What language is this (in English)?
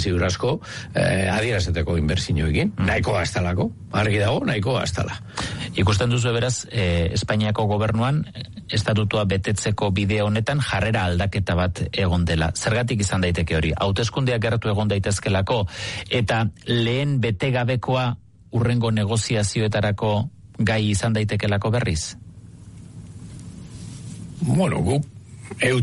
Basque